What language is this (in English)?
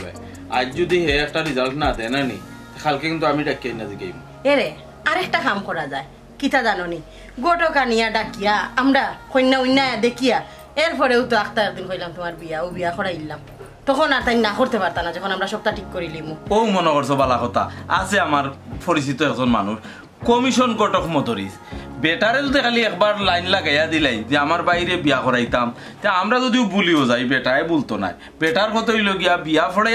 Sylheti